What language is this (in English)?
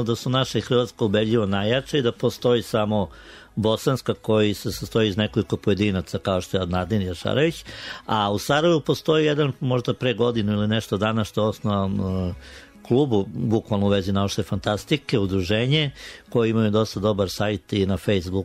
Serbian